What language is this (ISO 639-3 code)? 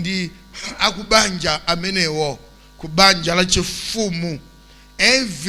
nya